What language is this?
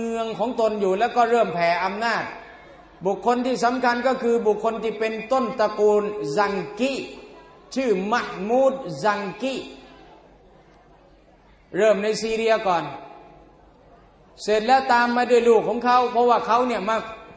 Thai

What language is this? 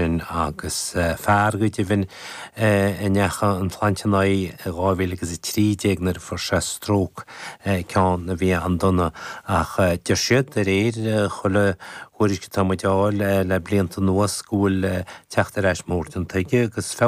Irish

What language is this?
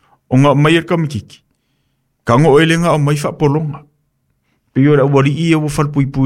Samoan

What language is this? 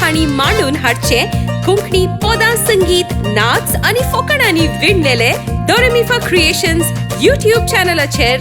Konkani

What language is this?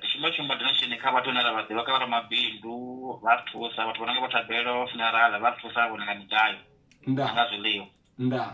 Venda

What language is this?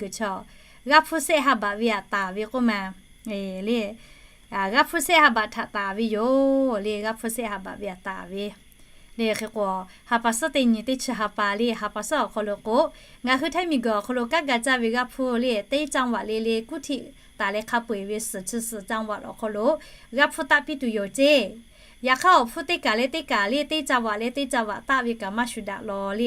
Lahu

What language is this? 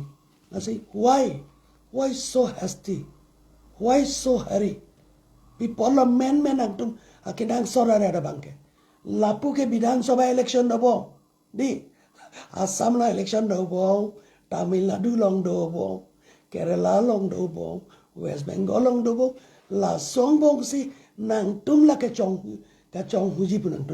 Karbi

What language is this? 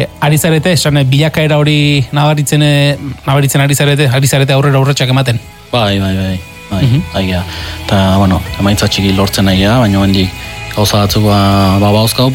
Basque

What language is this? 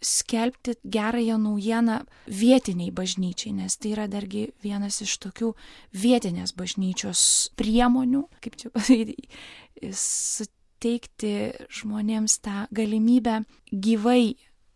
Lithuanian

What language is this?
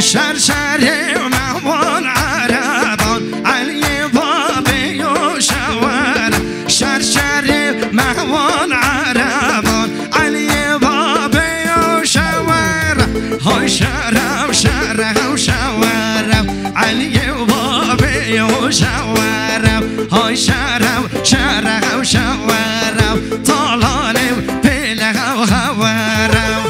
Kurdish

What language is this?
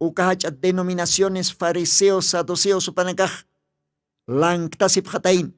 Aymara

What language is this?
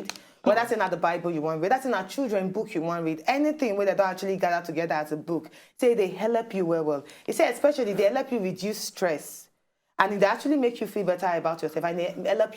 Nigerian Pidgin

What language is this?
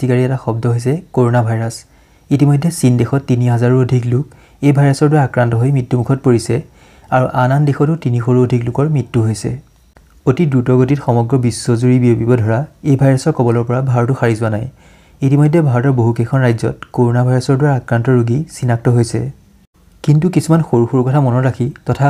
Assamese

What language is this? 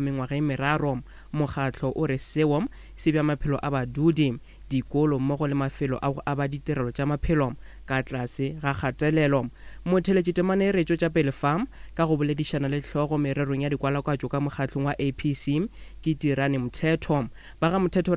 Northern Sotho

